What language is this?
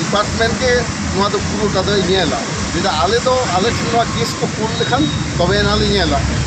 Santali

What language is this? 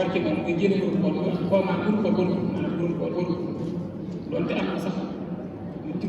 Wolof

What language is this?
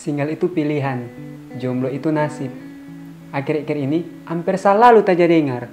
Manado Malay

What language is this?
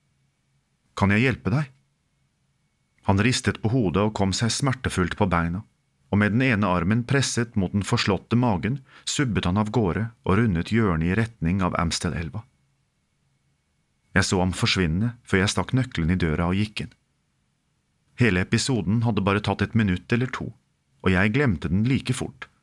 Norwegian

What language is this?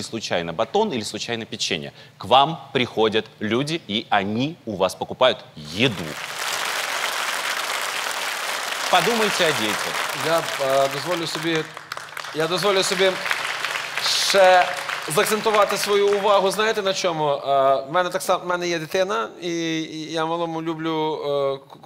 Ukrainian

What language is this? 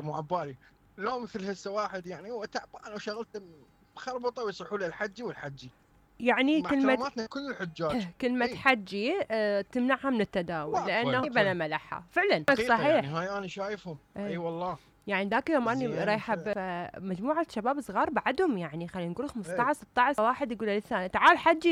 Mesopotamian Arabic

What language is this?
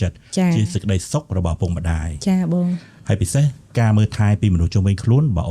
Khmer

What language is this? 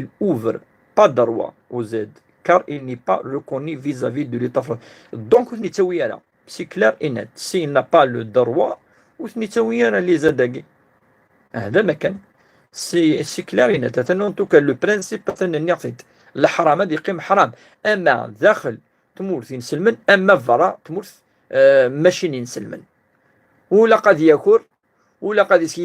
Kabyle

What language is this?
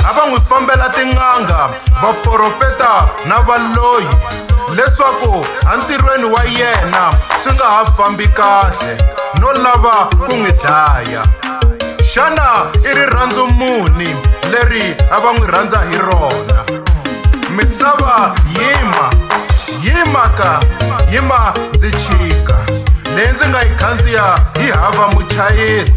Tsonga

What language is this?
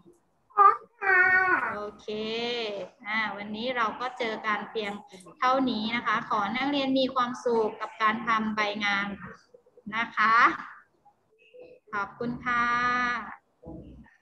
Thai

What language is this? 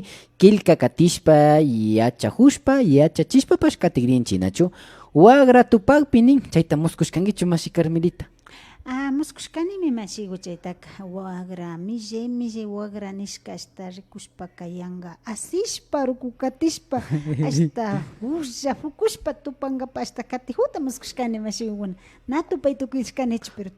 Imbabura Highland Quichua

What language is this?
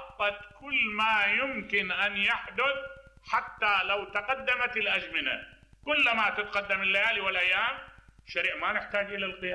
Mesopotamian Arabic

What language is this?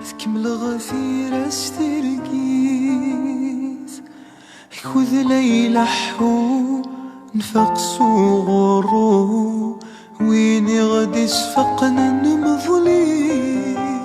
Kabyle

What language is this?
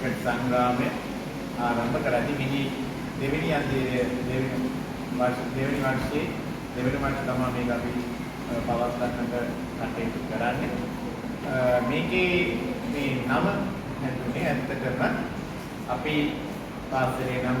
Sinhala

